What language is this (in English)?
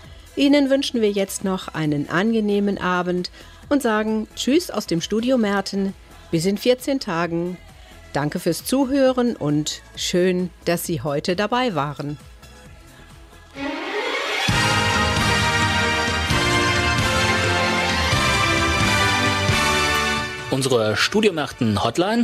German